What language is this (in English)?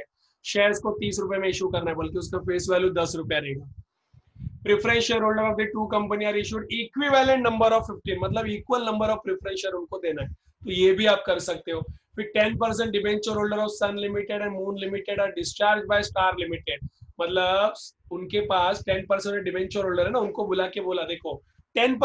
Hindi